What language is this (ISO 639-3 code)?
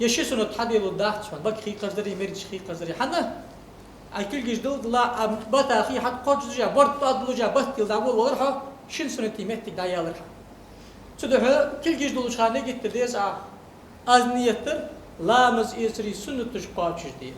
inh